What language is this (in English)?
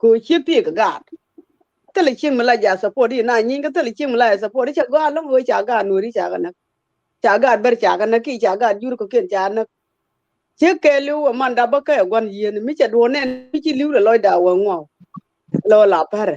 Nuer